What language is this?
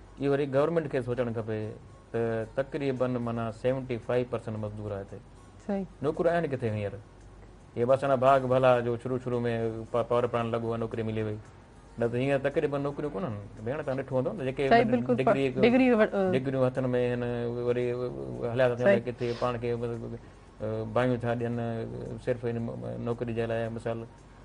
Sindhi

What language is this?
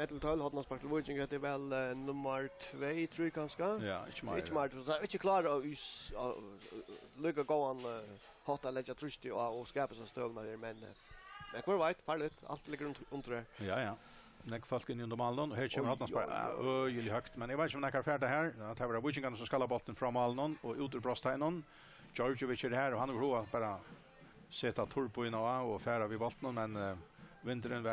Faroese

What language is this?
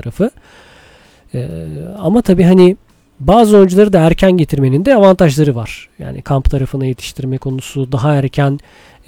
Turkish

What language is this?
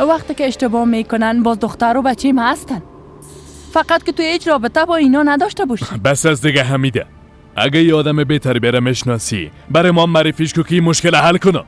Persian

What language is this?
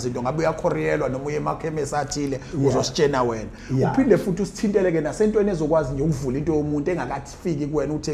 Zulu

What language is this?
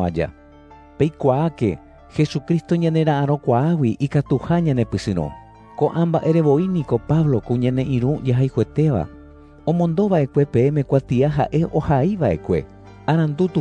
Guarani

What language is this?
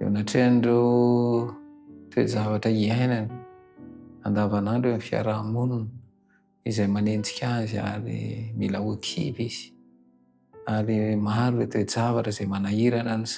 Malagasy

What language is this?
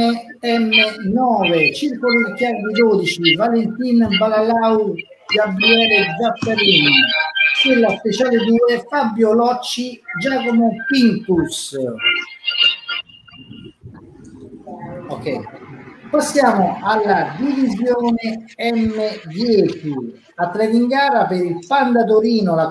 Italian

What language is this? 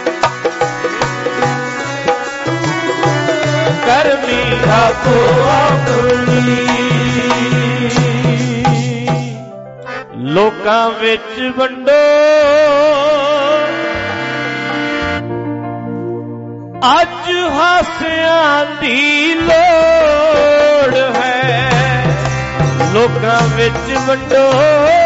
Punjabi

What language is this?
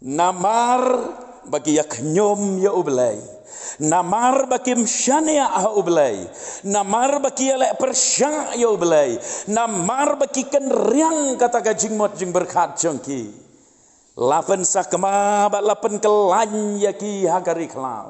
Khasi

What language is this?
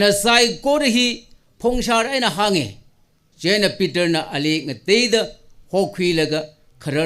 Tangkhul Naga (India)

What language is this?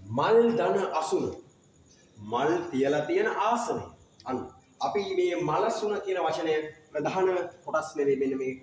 Sinhala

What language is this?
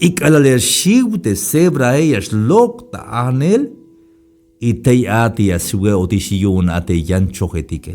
Tzeltal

